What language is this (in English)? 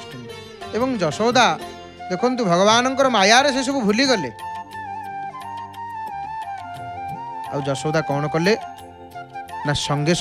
Odia